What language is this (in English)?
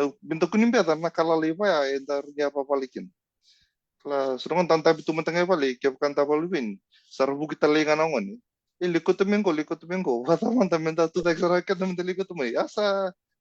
Fijian